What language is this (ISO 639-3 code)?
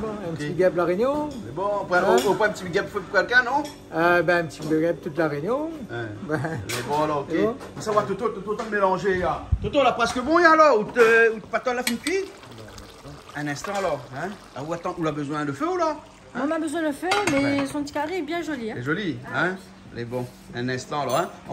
rcf